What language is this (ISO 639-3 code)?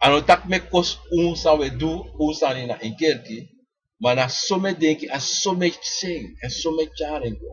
srn